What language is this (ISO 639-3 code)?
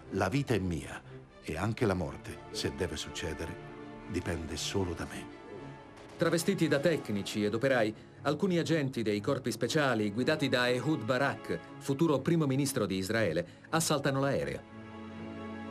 ita